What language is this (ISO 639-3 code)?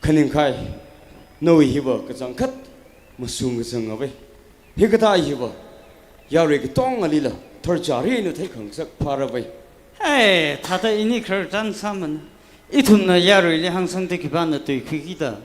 nmf